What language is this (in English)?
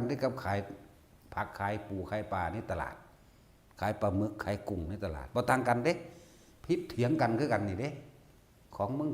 Northeastern Thai